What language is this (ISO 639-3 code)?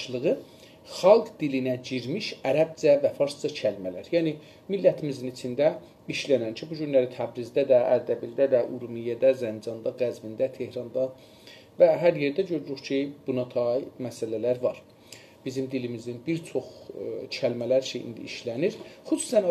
azb